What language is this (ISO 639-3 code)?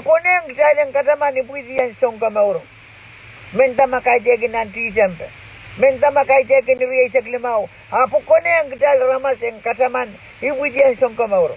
pon